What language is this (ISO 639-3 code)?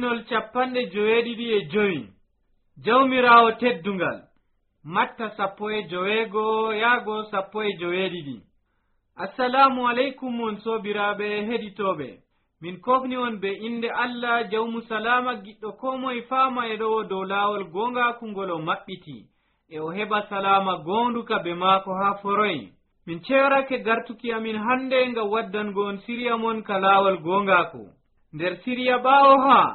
fuv